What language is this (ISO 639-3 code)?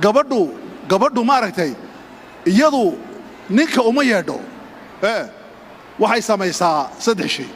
som